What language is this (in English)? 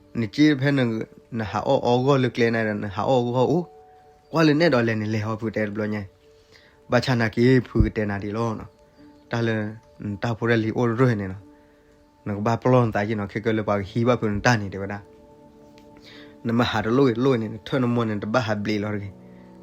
S'gaw Karen